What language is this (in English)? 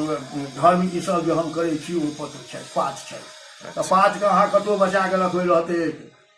Maithili